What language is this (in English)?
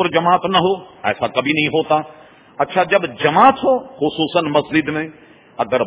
Urdu